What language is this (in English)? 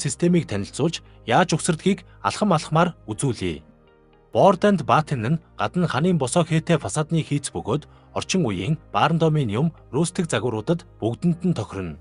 Mongolian